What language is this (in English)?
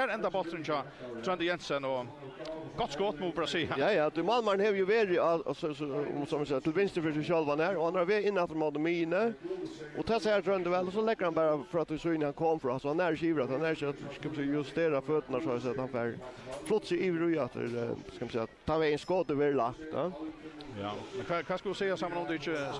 Faroese